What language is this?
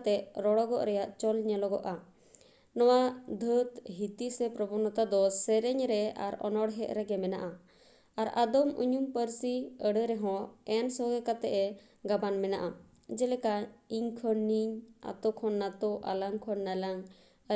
Santali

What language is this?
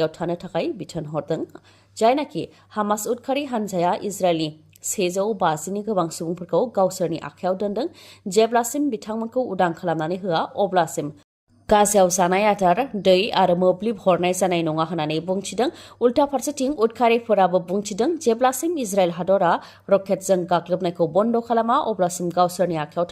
Bodo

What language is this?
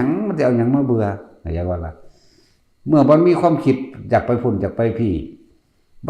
Northeastern Thai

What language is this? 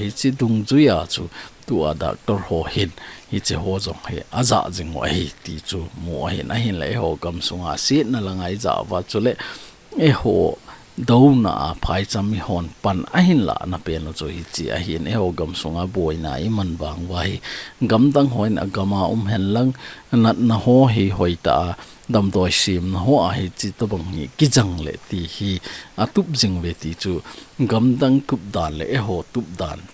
Thado Chin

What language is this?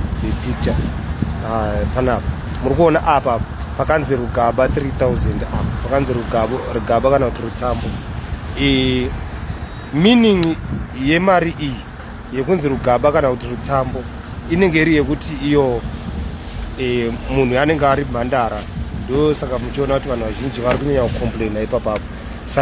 Shona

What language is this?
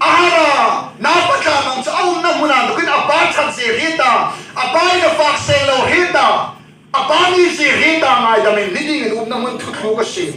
Hmar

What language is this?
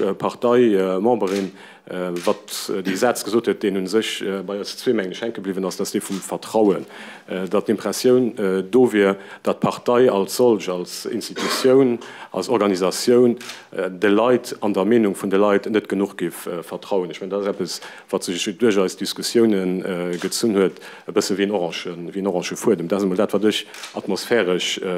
Luxembourgish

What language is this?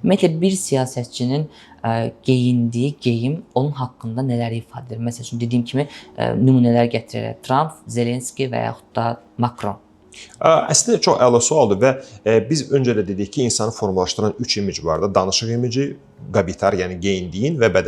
Azerbaijani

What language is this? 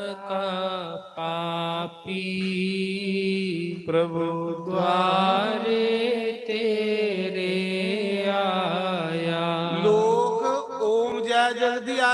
Dogri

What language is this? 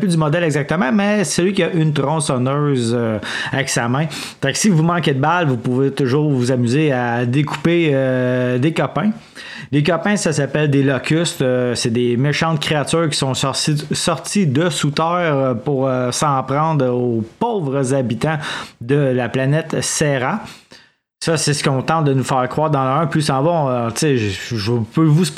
French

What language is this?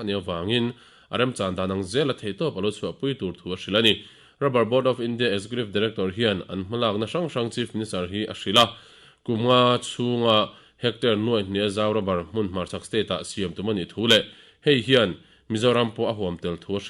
Mizo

